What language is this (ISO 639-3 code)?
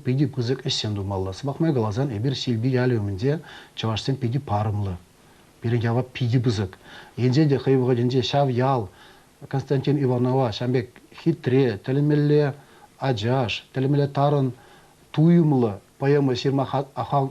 chv